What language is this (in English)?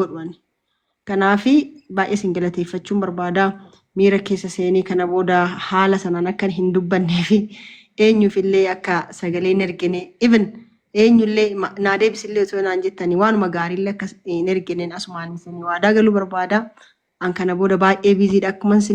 Oromo